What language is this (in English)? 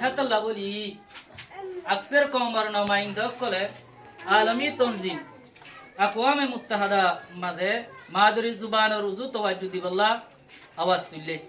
Rohingya